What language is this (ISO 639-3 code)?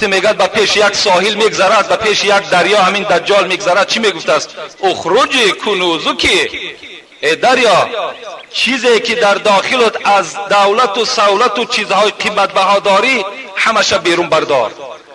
tgk